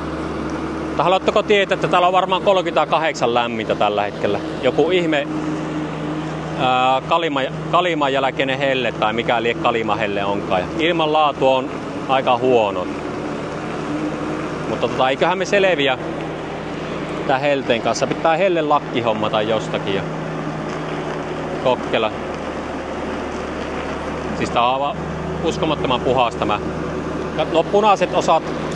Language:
Finnish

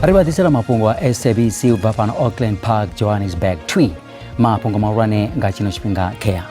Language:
Venda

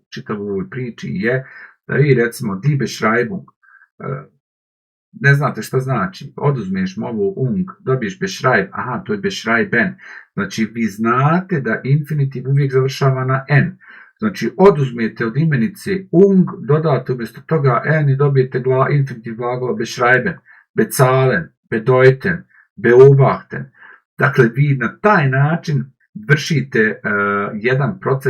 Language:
Bosnian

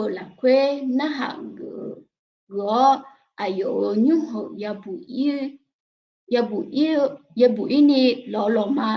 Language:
Akha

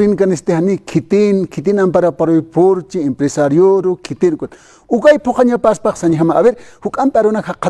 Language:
Aymara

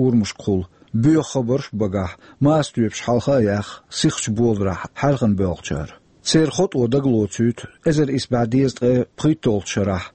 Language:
Chechen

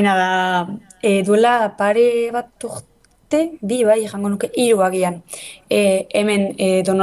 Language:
Basque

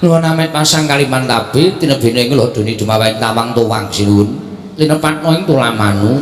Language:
Javanese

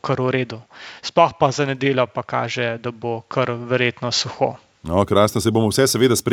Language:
Slovenian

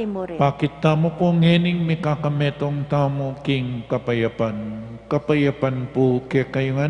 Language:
Pampanga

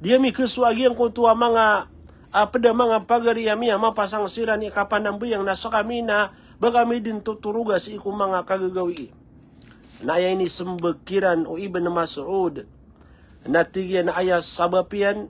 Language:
Maranao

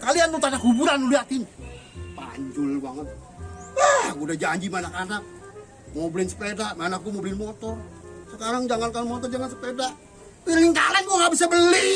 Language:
Betawi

